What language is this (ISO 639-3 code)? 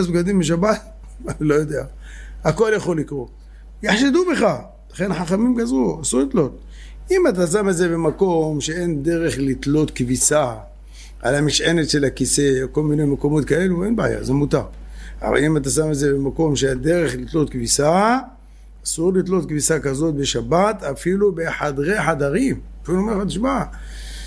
heb